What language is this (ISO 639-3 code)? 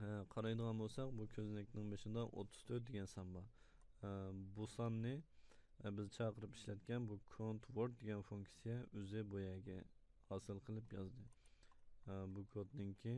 uig